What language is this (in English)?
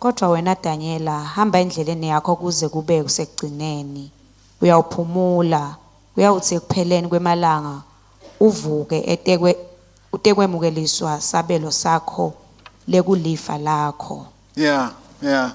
Swati